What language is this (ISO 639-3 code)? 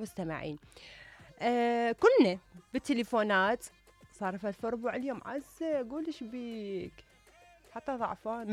acm